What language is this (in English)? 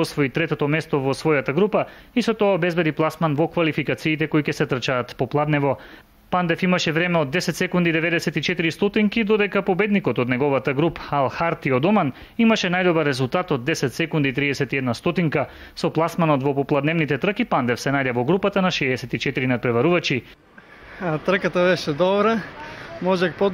Macedonian